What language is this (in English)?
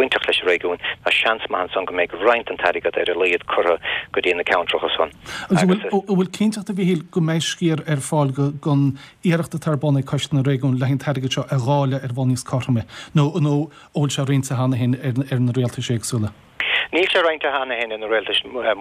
Irish